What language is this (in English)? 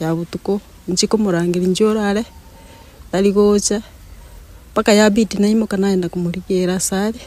Gusii